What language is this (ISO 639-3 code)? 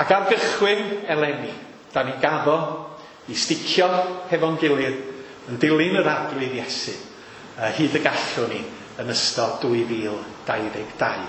cym